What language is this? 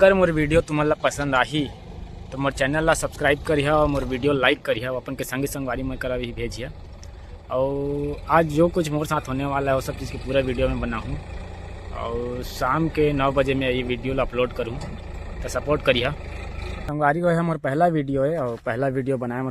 Chhattisgarhi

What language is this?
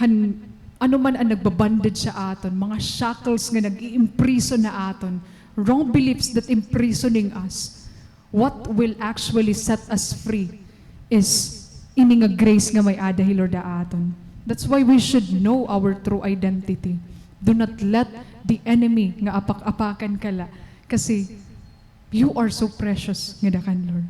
Waray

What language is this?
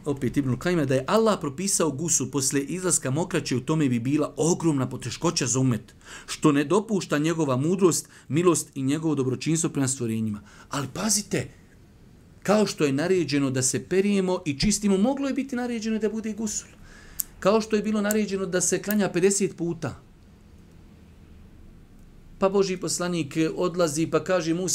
Bosnian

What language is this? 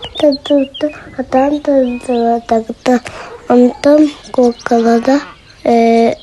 Yakut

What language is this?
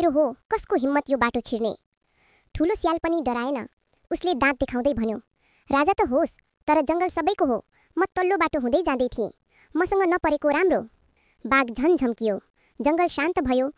Nepali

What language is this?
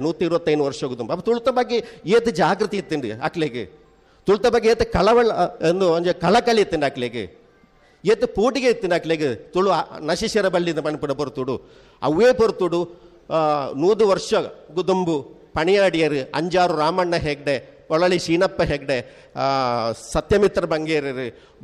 Tulu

